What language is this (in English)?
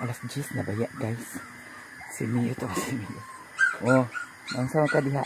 Cebuano